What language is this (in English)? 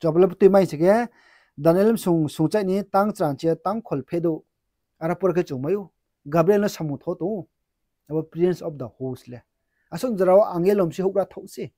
Riang (India)